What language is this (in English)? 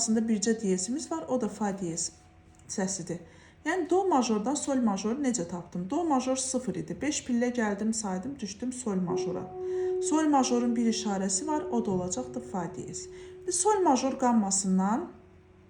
Azerbaijani